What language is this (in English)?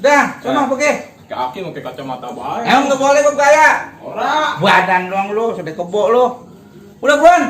Betawi